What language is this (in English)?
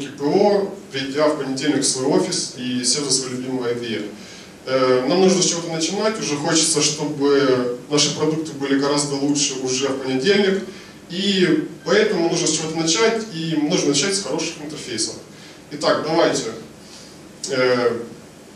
Russian